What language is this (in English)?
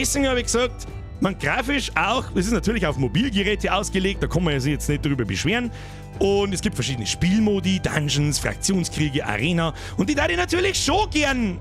Bavarian